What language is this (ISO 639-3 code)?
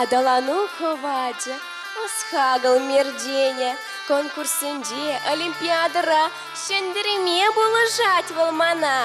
chv